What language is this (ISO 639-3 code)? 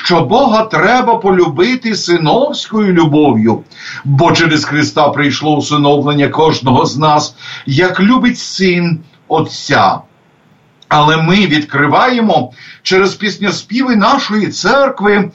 ukr